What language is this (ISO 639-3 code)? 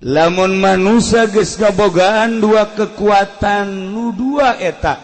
sun